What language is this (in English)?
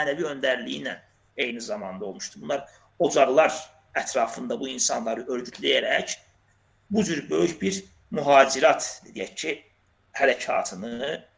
Azerbaijani